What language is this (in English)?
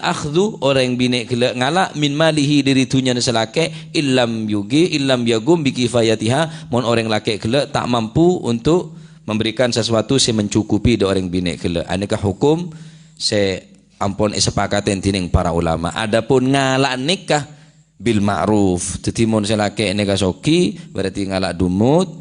Madurese